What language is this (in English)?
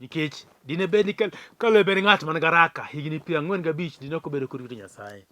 Luo (Kenya and Tanzania)